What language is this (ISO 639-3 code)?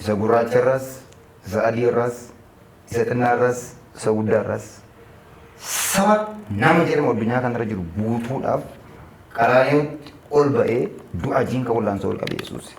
orm